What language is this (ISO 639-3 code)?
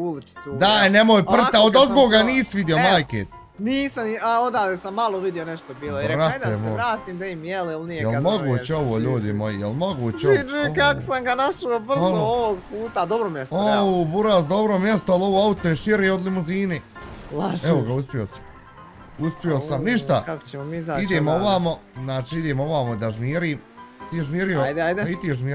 bos